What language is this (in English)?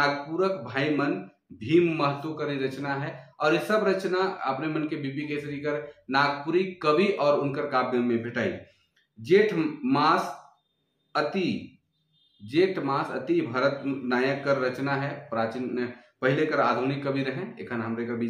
Sadri